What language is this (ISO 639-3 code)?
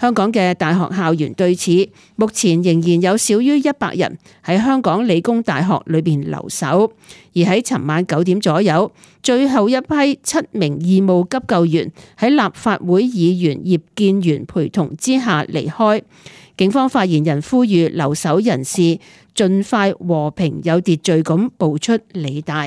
yue